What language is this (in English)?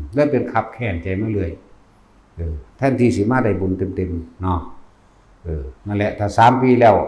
Northeastern Thai